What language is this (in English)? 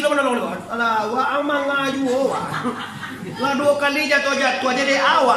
Minangkabau